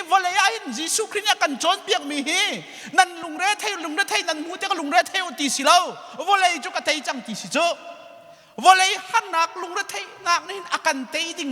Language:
Hakha Chin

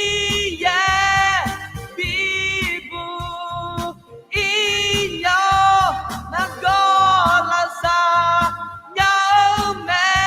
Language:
Akha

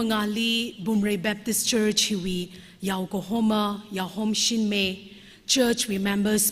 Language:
Tangkhul Naga (India)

